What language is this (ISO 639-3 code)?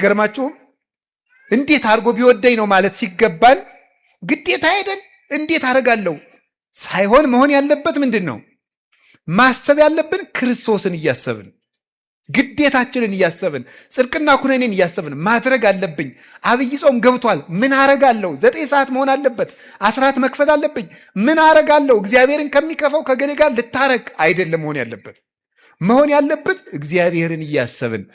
amh